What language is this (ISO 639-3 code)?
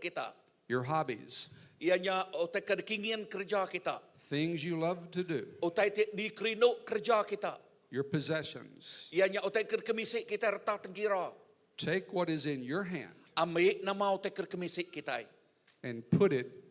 iba